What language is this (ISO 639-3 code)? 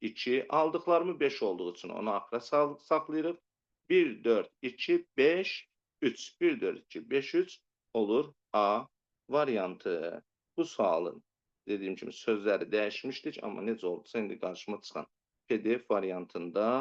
aze